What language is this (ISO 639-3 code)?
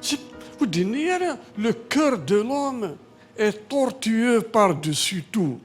kab